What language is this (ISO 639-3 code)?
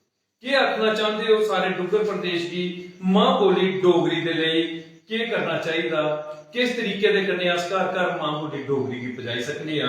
doi